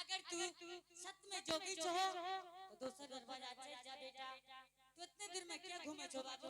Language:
Angika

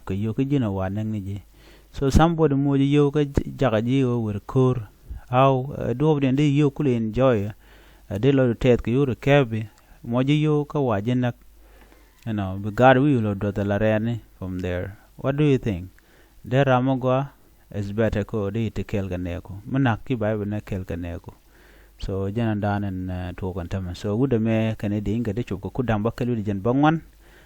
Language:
Nuer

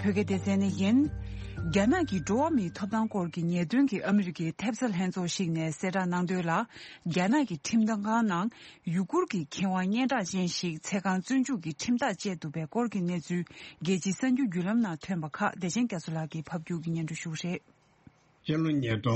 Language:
Tibetan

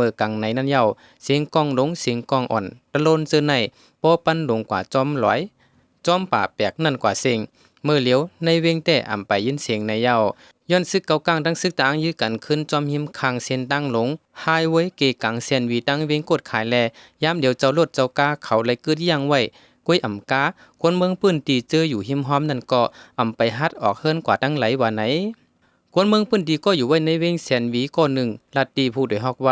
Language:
Shan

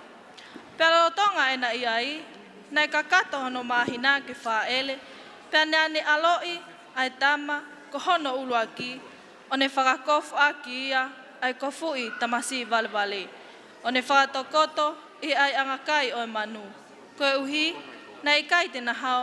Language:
Tongan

